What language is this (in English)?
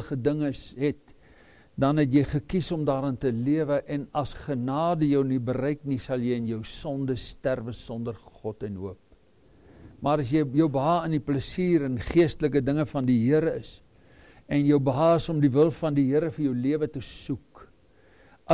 Afrikaans